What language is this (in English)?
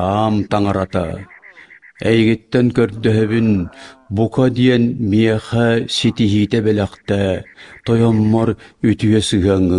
Yakut